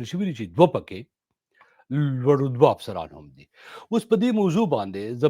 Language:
Pashto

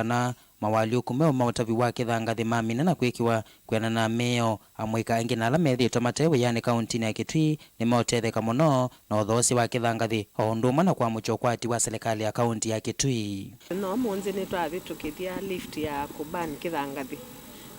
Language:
Kamba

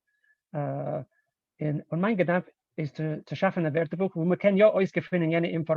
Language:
Yiddish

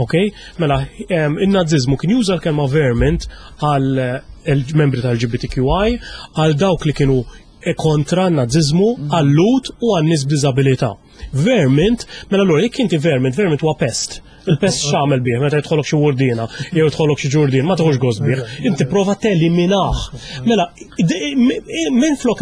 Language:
Maltese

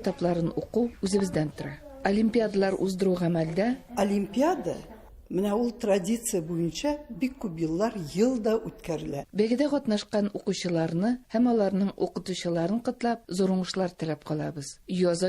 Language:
Tatar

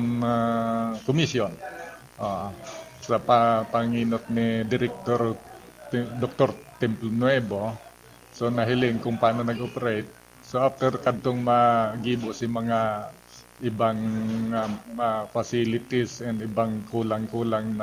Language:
Bikol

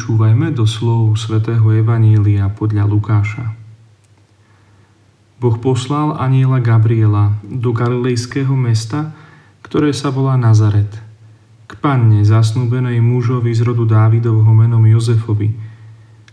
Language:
Slovak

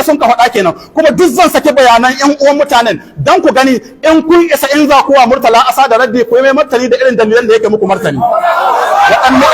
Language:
Hausa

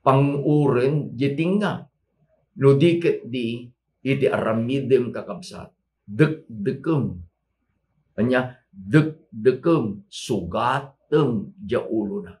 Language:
Iloko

